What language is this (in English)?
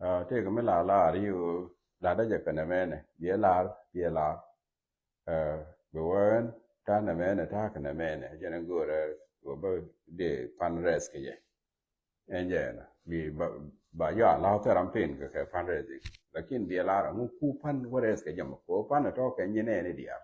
Nuer